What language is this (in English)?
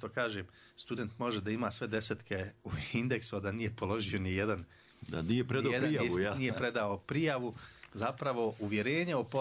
Croatian